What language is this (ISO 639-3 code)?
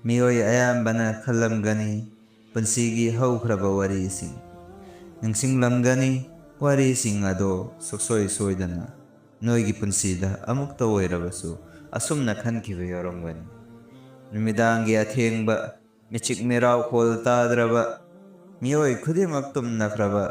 mni